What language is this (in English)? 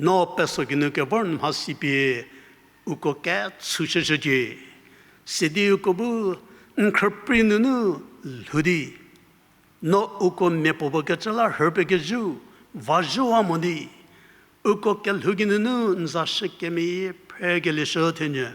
Angami Naga